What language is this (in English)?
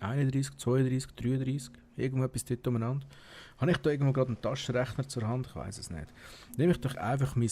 Swiss German